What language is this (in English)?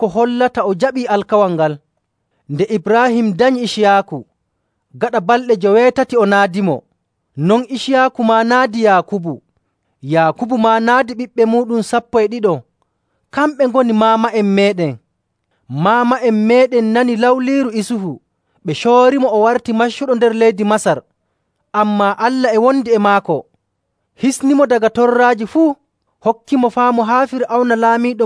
Nigerian Fulfulde